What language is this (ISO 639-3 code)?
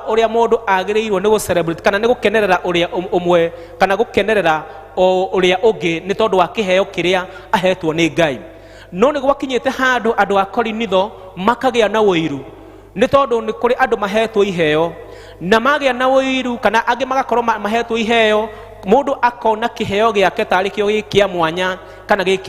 kik